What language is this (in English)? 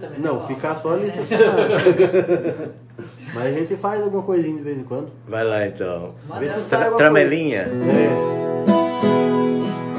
Portuguese